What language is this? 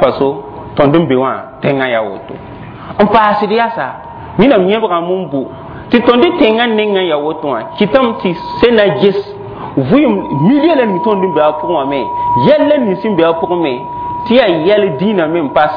Mossi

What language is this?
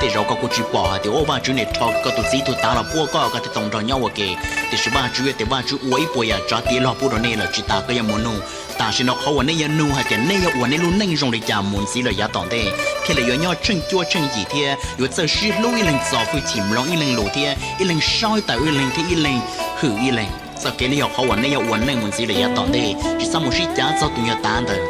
Hmong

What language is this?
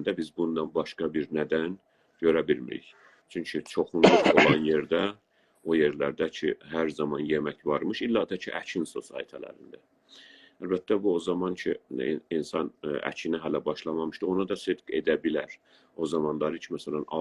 South Azerbaijani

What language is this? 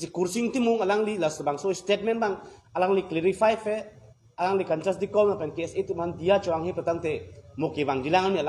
Karbi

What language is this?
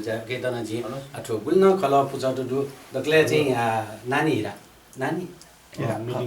Newari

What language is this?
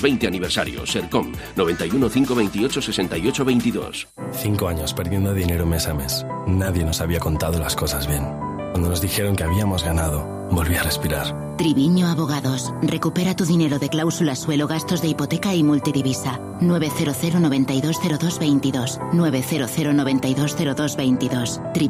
Spanish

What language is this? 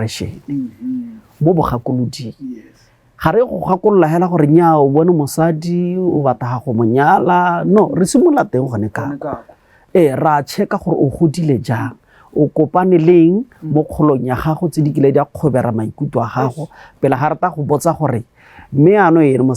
Tswana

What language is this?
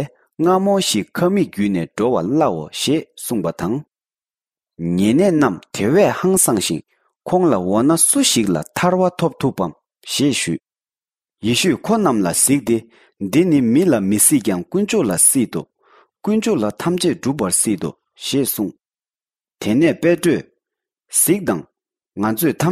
Tibetan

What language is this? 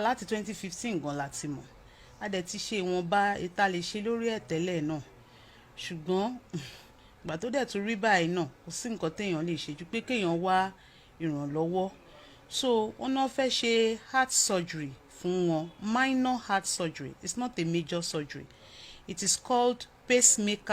Yoruba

